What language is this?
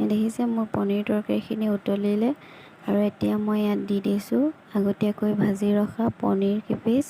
Assamese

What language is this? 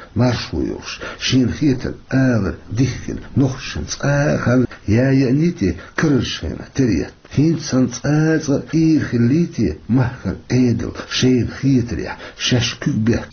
Chechen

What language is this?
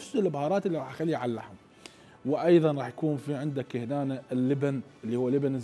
Mesopotamian Arabic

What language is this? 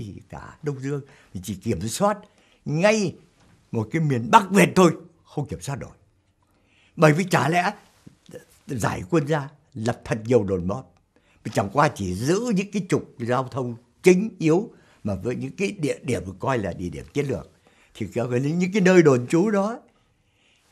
Vietnamese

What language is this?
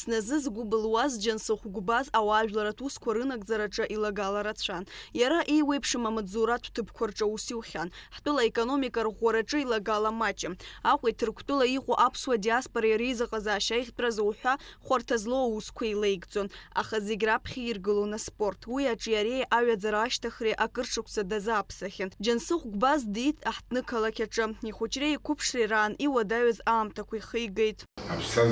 Abkhazian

